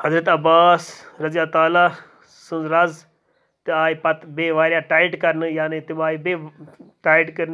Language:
Kashmiri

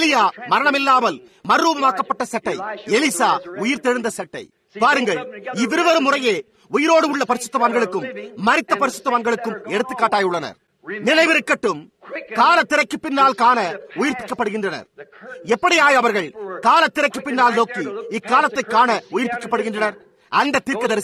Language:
Tamil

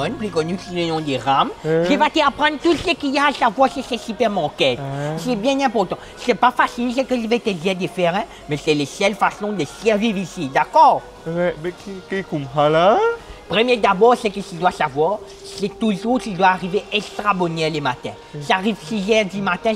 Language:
Morisyen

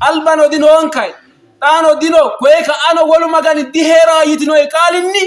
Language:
Sidamo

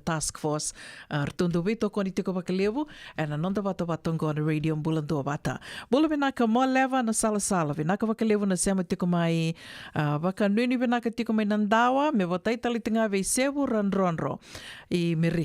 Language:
Fijian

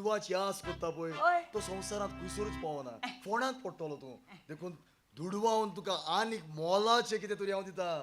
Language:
Konkani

